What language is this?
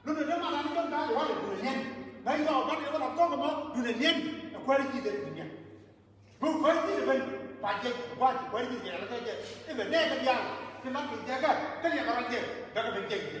Nuer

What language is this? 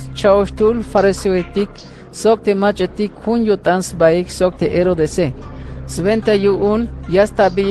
Tzeltal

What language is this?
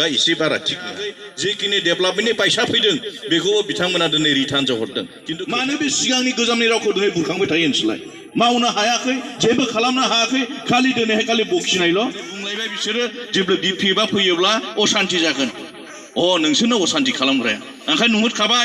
Bodo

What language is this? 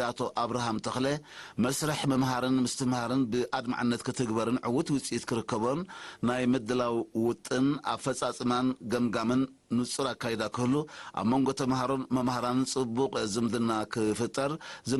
Tigrinya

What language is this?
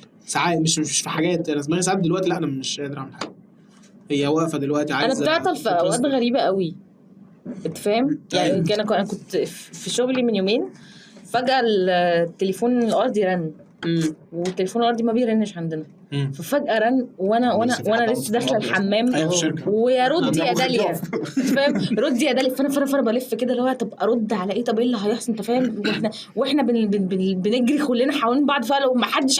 Egyptian Arabic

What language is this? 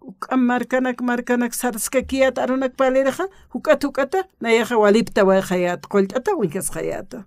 Aymara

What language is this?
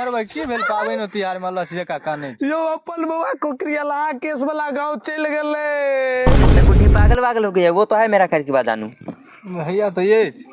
Maithili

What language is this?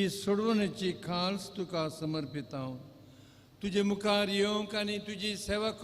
Konkani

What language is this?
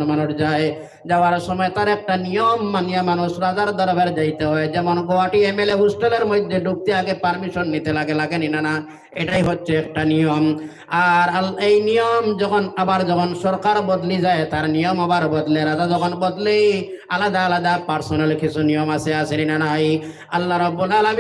Sylheti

